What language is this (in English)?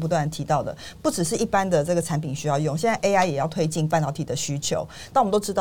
Chinese